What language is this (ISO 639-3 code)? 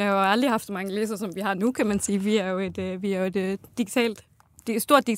dan